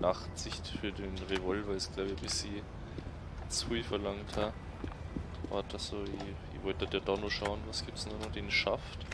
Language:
Bavarian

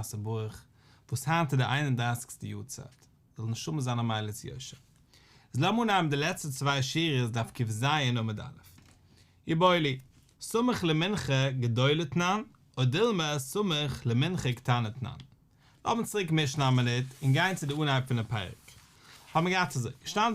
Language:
Yiddish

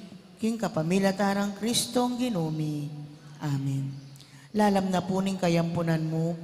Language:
Pampanga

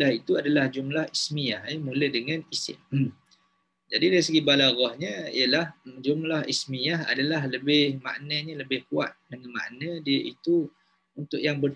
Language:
Malay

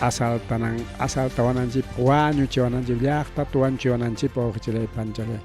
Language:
Ayacucho Quechua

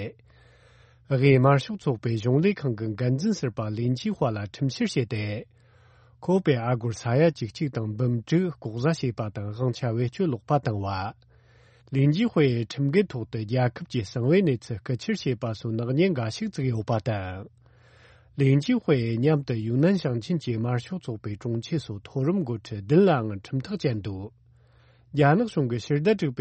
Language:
Tibetan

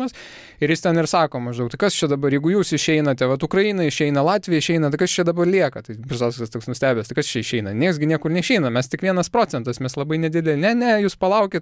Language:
Lithuanian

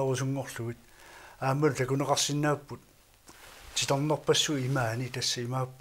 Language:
Kalaallisut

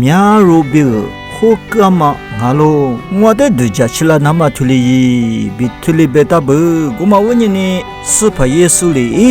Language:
Lisu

